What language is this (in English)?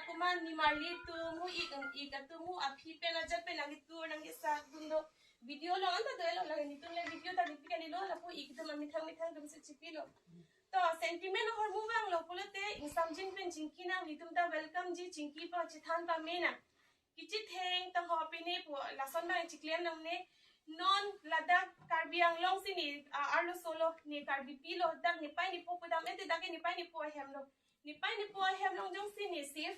Karbi